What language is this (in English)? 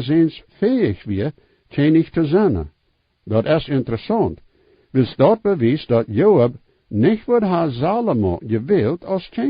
Plautdietsch